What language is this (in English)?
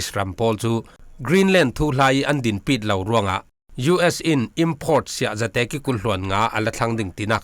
Falam Chin